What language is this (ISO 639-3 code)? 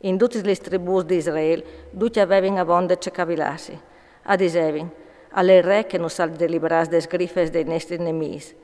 fur